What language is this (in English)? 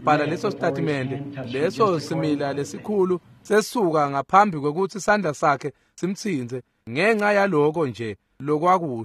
Swati